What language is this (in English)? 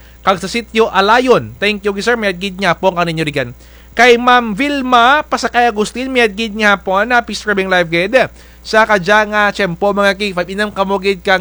Kinaray-a